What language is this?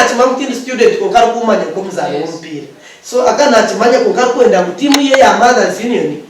Nyankole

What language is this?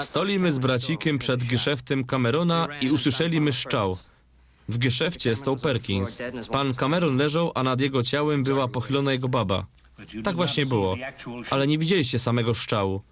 Silesian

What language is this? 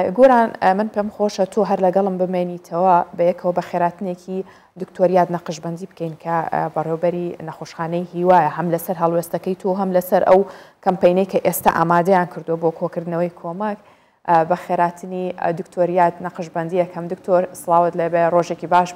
Central Kurdish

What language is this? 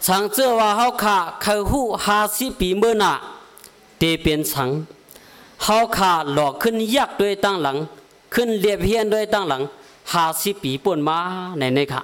Shan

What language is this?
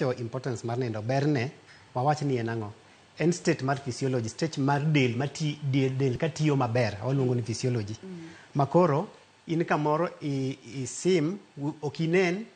Luo (Kenya and Tanzania)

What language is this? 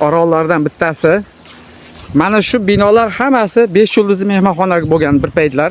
Uzbek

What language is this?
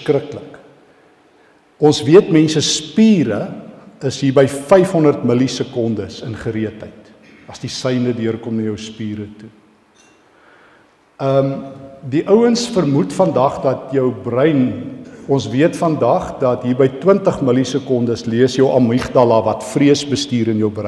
Afrikaans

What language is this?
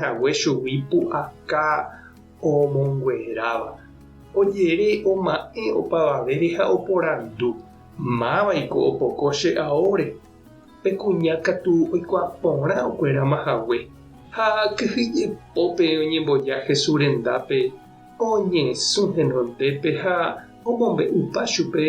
Guarani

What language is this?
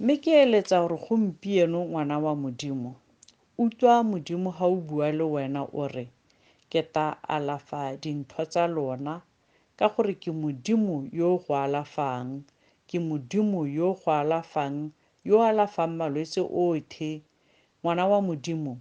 Tswana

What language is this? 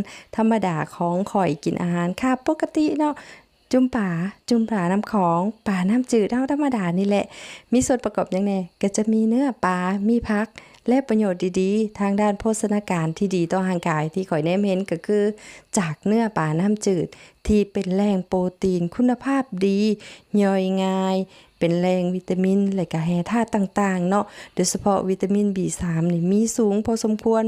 Lao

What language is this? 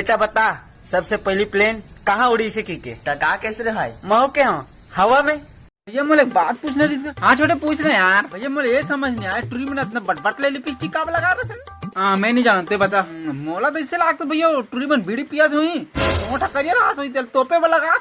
Chhattisgarhi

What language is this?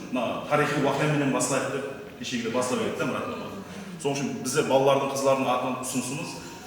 Kara-Kalpak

